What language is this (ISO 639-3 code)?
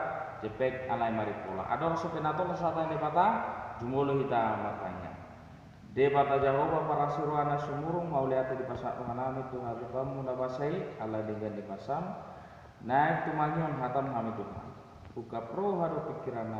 bbc